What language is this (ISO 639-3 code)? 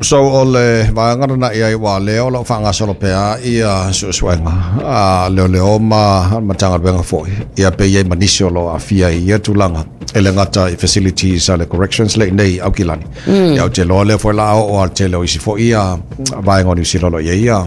smo